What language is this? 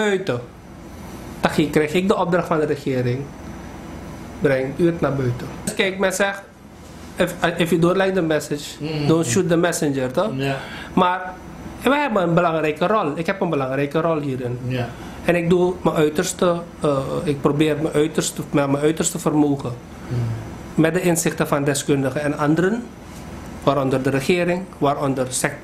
Dutch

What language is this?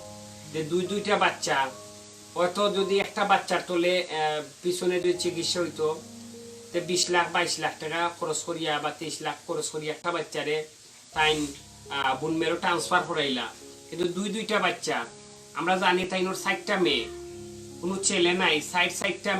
Sylheti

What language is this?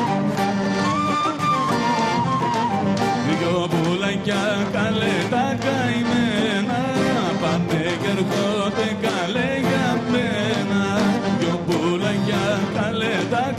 Greek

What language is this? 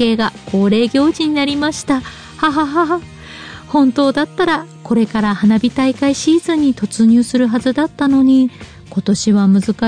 Japanese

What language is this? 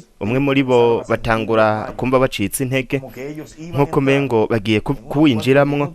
Rundi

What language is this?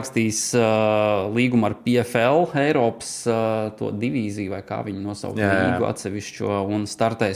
Latvian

